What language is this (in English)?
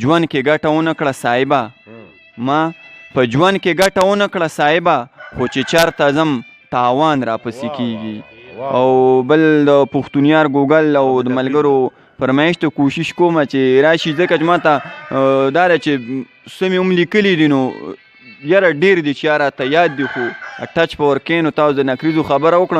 Pashto